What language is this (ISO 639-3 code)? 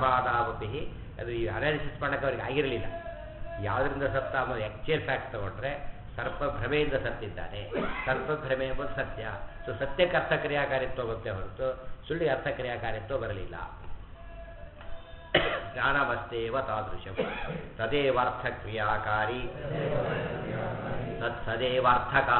kan